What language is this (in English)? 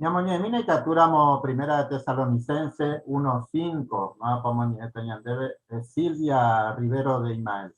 Guarani